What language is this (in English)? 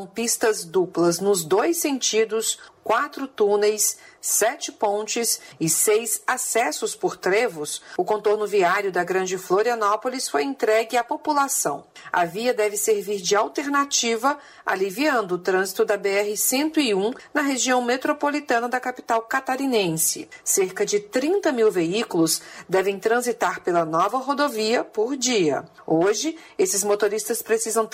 Portuguese